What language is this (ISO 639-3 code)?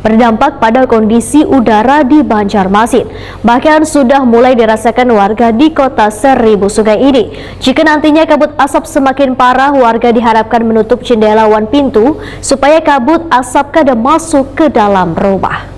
bjn